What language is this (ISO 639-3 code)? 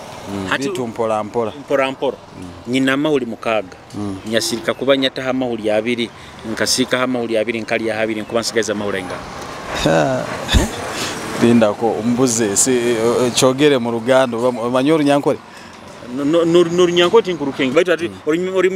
nyo